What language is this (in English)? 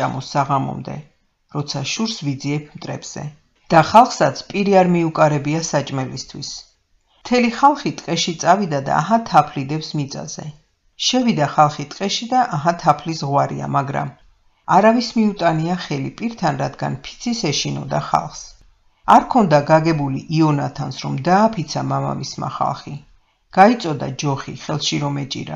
Georgian